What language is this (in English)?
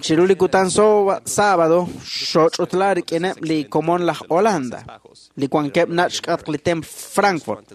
Kekchí